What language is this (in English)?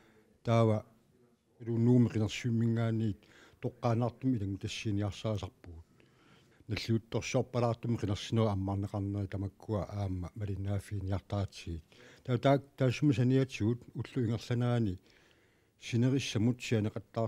Kalaallisut